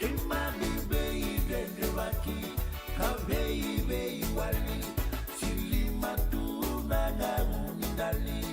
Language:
Fijian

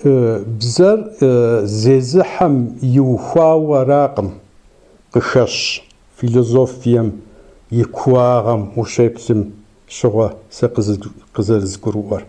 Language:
Kabardian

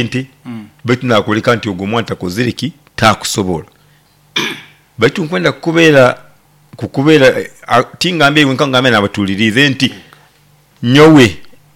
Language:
Nyoro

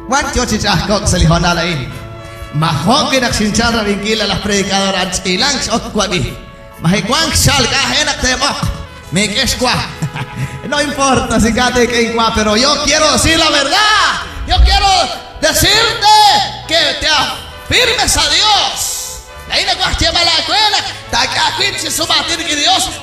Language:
Kekchí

